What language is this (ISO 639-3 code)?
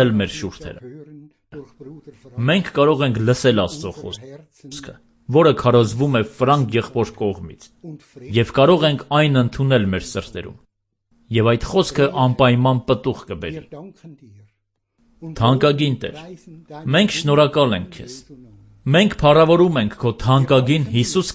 hye